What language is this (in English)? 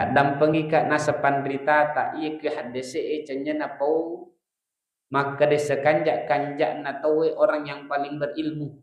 Buginese